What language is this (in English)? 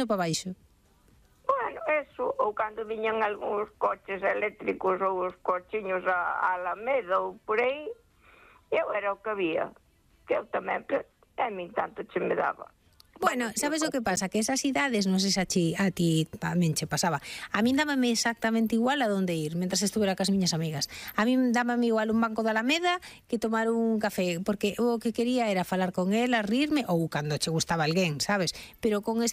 Galician